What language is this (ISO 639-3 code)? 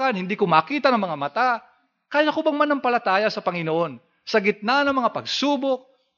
fil